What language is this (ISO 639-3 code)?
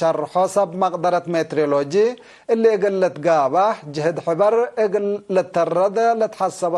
tig